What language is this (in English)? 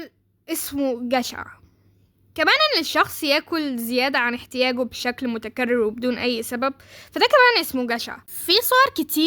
Egyptian Arabic